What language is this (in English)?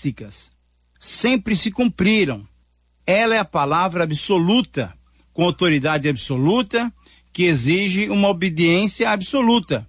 Portuguese